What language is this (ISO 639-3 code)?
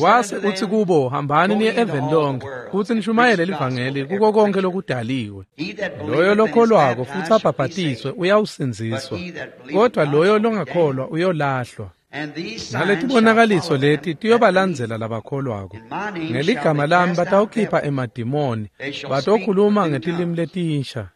ssw